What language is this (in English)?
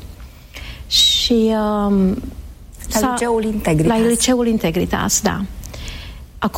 Romanian